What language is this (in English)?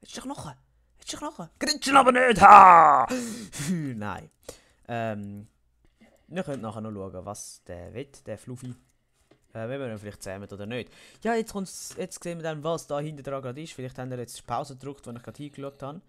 Swiss German